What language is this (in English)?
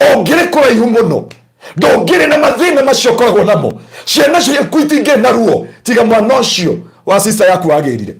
Kikuyu